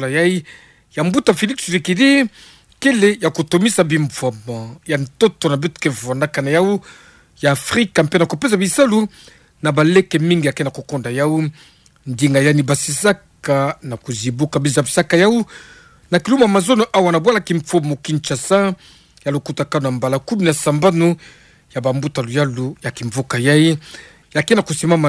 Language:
Kituba (Democratic Republic of Congo)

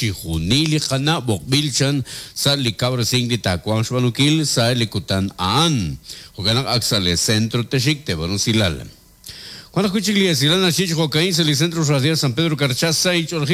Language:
Kekchí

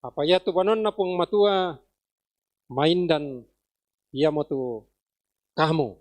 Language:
Toraja-Sa'dan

